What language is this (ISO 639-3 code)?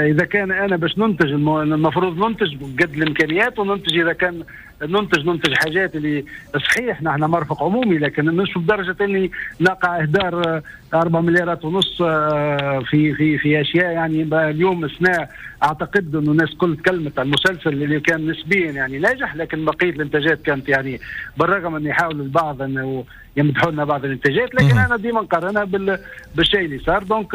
aeb